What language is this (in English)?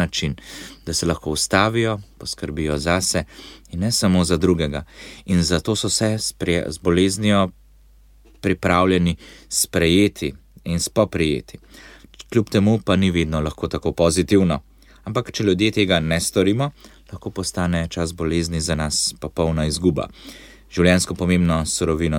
Slovenian